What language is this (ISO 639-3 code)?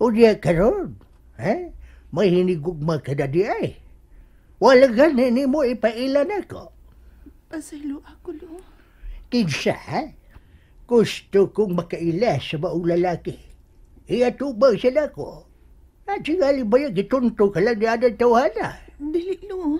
ceb